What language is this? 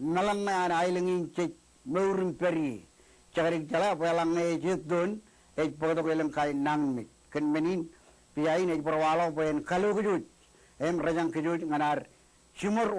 Marshallese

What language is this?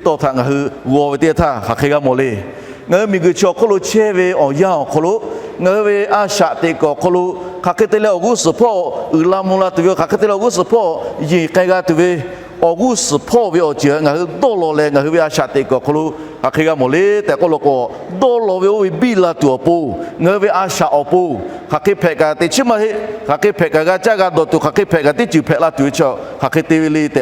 Lahu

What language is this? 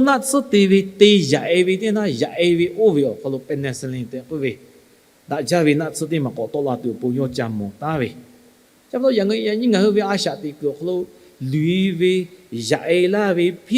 Lahu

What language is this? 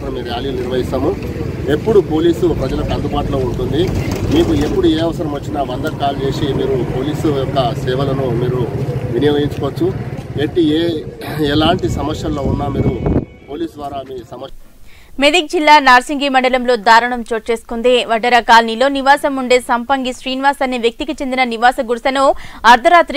Telugu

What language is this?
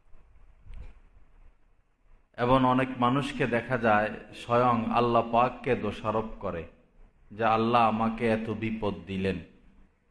Bangla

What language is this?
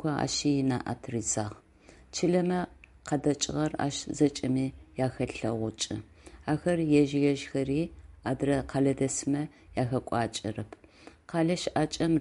Adyghe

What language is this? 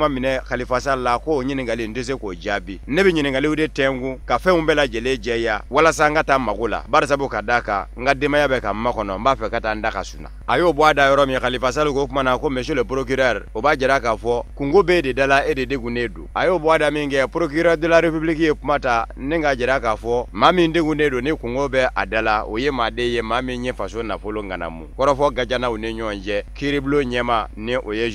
Bambara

